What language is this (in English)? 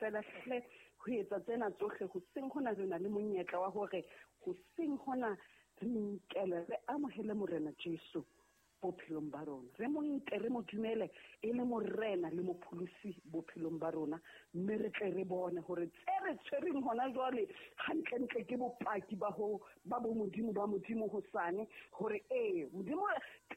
Southern Sotho